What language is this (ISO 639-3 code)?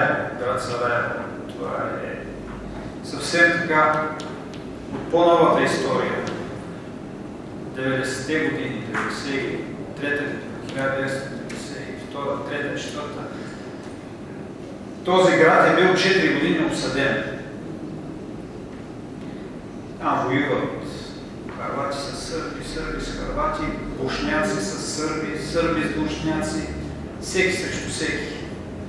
bul